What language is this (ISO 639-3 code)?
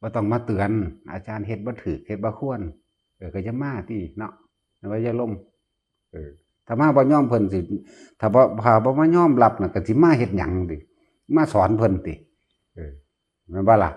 tts